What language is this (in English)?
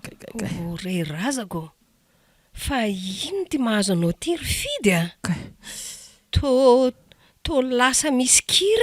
Malagasy